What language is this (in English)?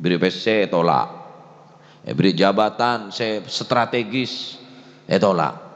Madurese